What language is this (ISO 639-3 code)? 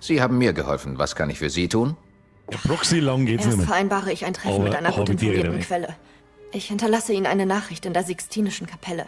bar